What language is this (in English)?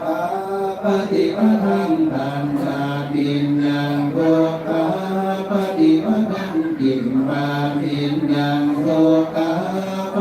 Pali